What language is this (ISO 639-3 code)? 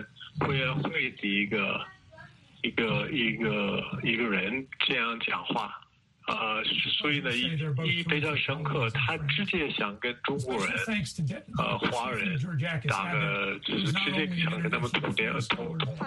zho